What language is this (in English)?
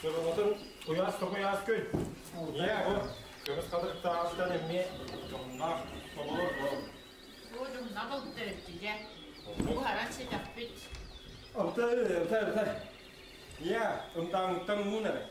Yakut